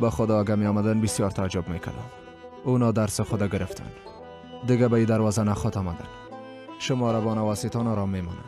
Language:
Persian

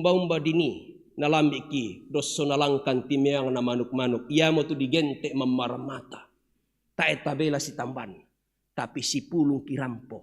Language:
Toraja-Sa'dan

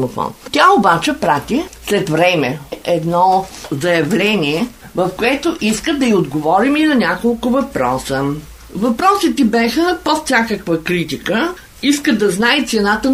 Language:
Bulgarian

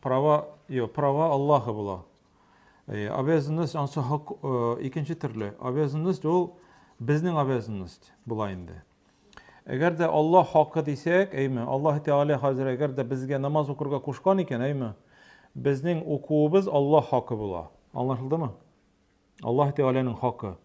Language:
Tatar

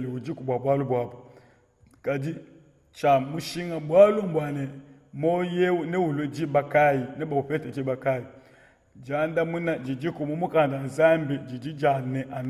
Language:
Luba-Lulua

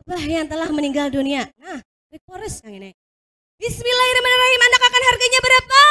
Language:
Banjar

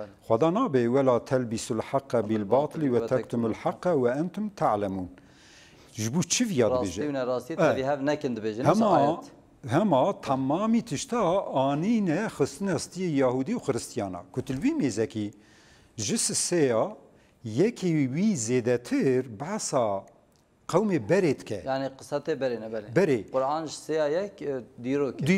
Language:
Kurdish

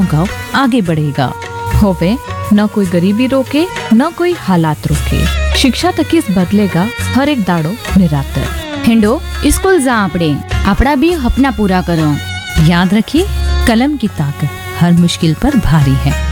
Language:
Hindi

